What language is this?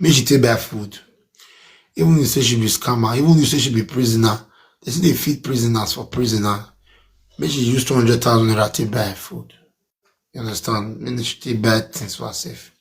Nigerian Pidgin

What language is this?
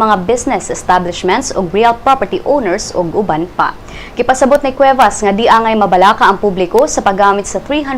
Cebuano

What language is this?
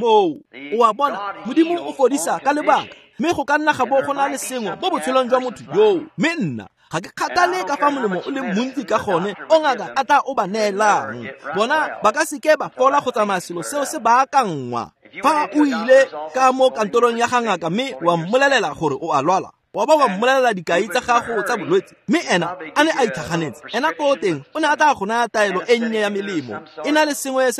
Tswana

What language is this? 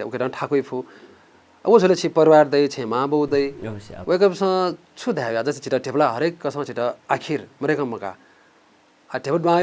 Newari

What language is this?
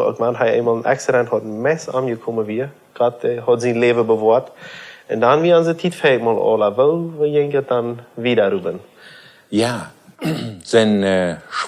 Plautdietsch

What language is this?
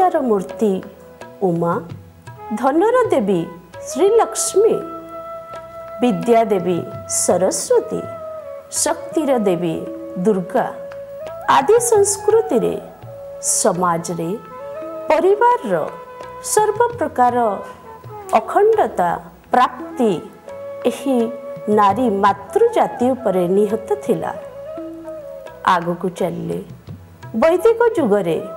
Odia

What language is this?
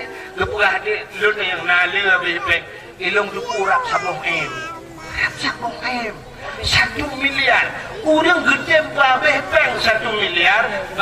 Achinese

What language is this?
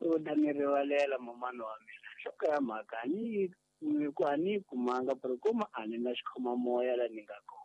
Tsonga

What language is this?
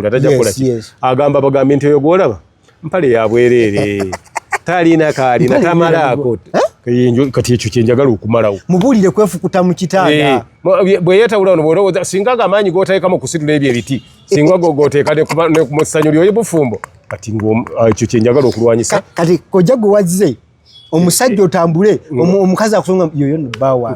Ganda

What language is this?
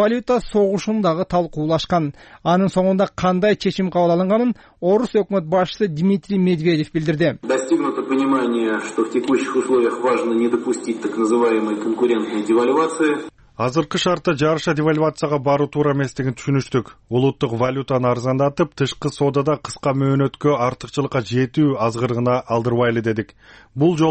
Kyrgyz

